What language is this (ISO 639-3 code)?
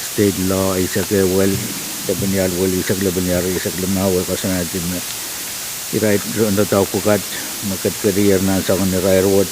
pon